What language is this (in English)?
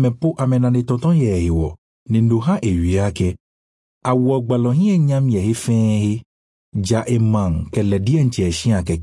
Ewe